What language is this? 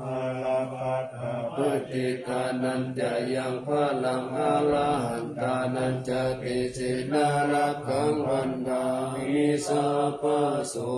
Pali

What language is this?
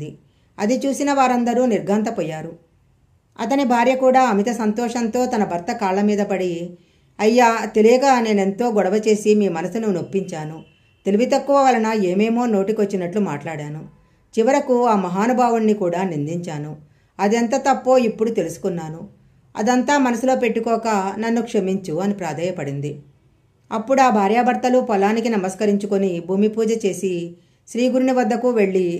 Telugu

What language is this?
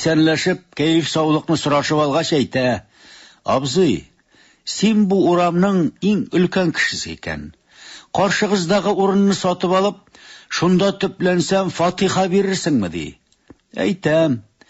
Tatar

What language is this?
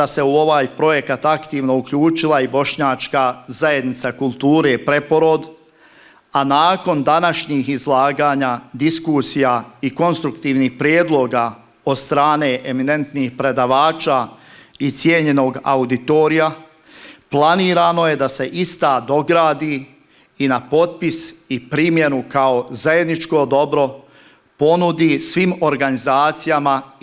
Bosnian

